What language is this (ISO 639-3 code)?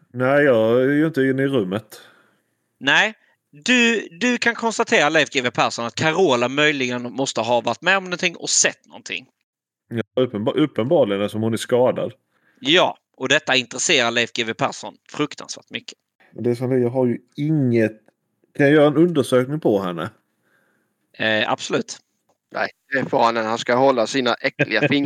swe